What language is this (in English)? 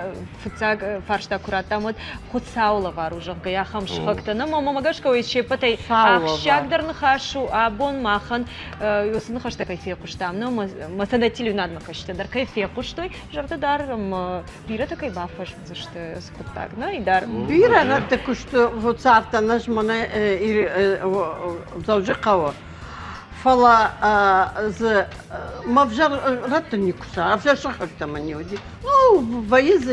Ossetic